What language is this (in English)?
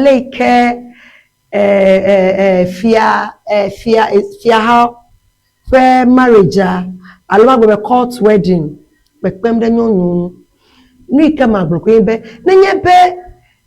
Ewe